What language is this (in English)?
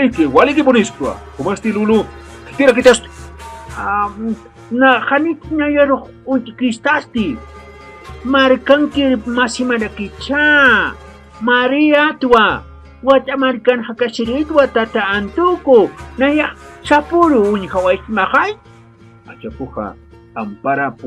Aymara